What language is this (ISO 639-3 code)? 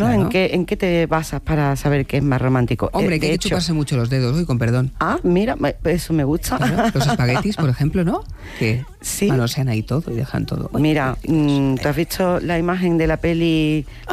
spa